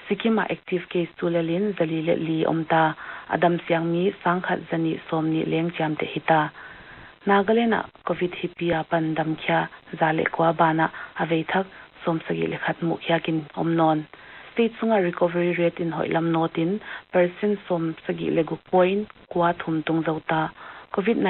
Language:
Paite Chin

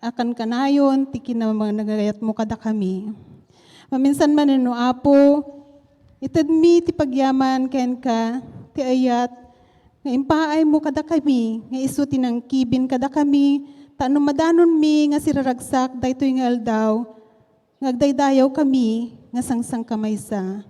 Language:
Iloko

